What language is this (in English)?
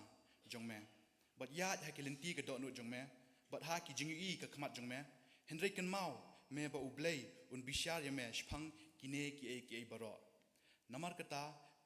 Khasi